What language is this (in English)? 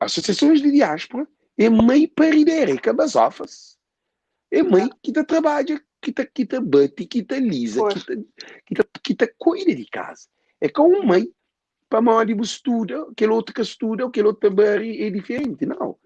Kabuverdianu